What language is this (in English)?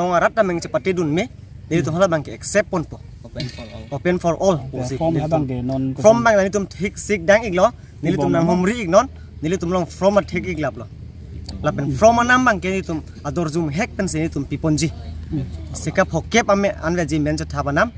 Karbi